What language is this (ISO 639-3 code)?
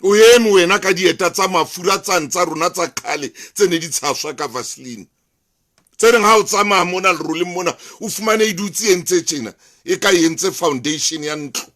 sot